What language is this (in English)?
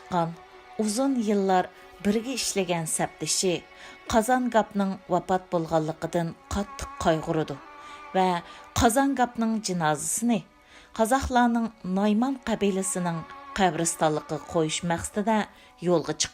Uyghur